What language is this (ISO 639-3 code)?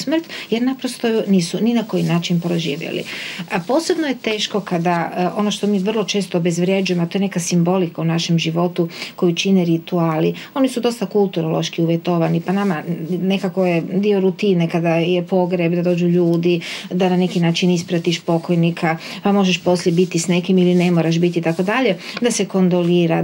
hrv